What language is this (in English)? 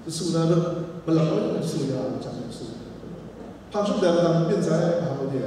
Kachin